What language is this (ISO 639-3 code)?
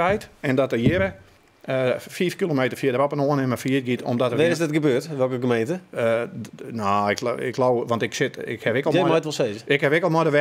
fry